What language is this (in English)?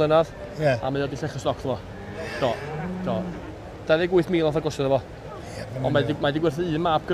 Welsh